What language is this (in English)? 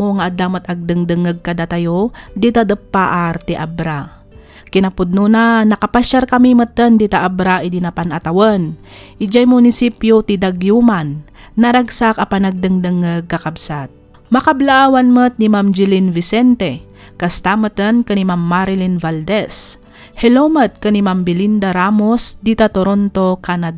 Iloko